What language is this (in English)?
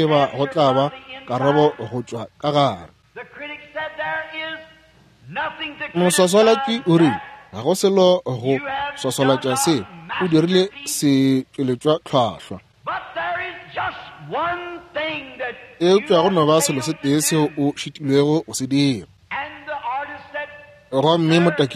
Northern Sotho